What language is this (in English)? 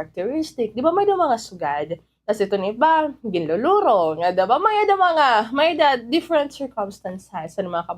Waray